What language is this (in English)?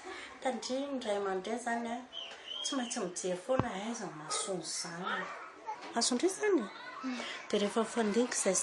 Malagasy